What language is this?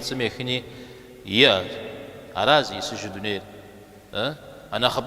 Kabardian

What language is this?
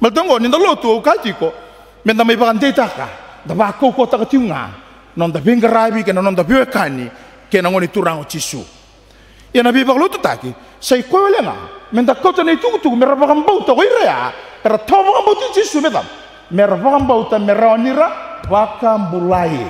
Fijian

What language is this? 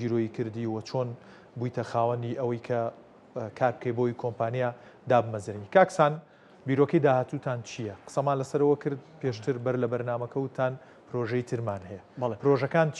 Central Kurdish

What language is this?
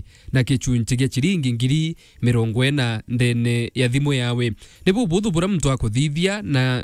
Meru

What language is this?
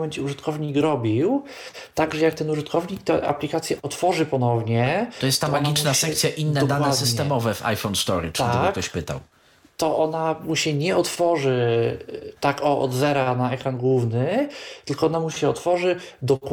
Polish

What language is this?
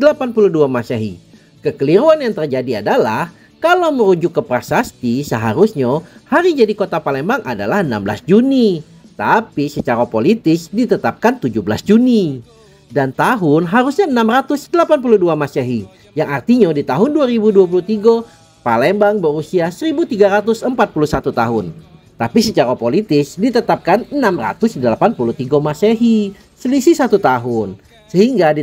Indonesian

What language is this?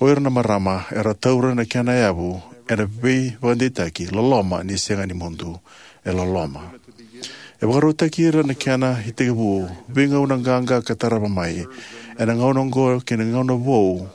Fijian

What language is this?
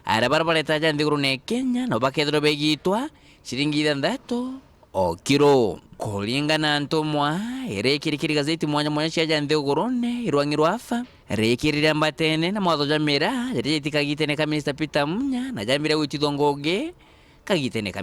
Meru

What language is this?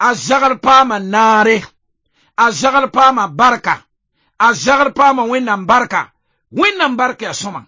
Mossi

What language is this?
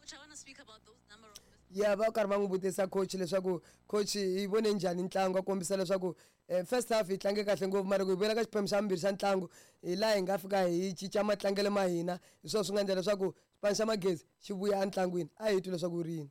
Tsonga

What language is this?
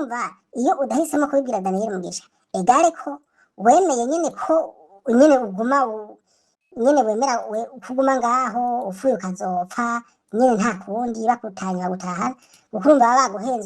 Rundi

